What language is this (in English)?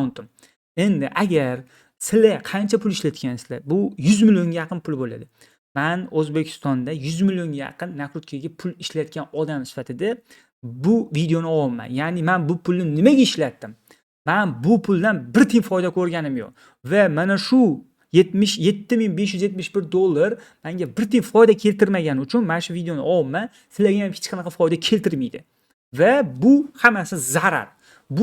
Uzbek